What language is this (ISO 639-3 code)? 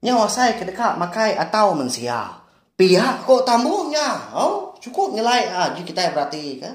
iba